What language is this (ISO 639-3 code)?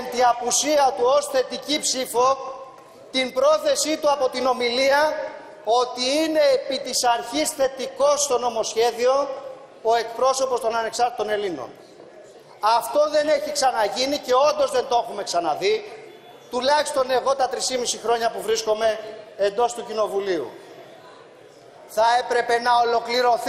ell